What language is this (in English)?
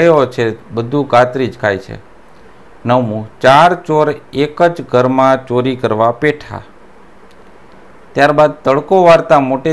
Gujarati